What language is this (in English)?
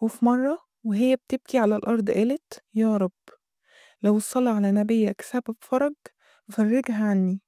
Egyptian Arabic